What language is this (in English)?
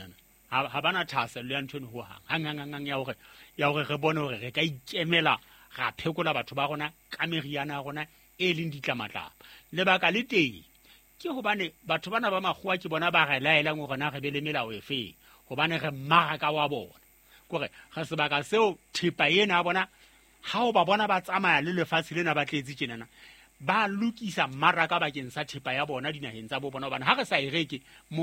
Southern Sotho